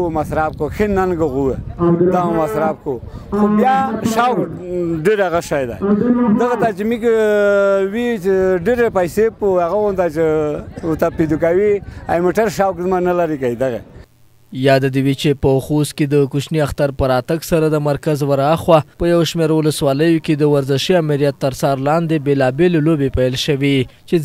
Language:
Pashto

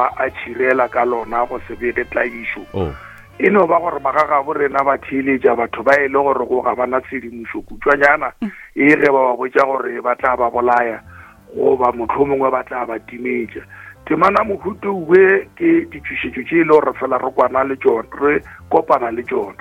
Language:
Northern Sotho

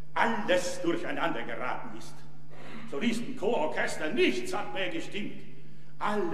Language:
German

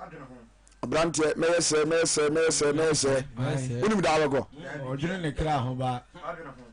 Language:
Akan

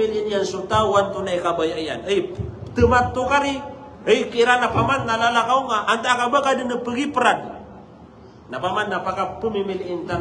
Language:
Maranao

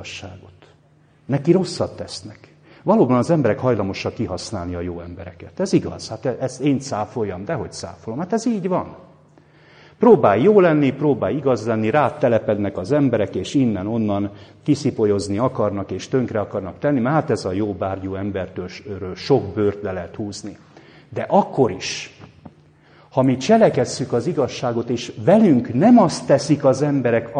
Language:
Hungarian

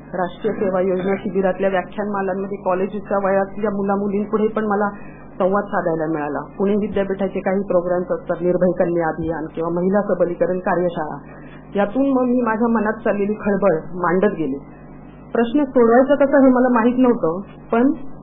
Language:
Marathi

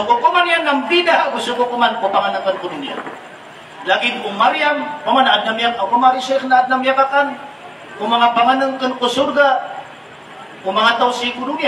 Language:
Maranao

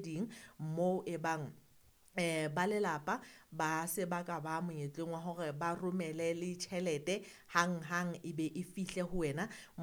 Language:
Southern Sotho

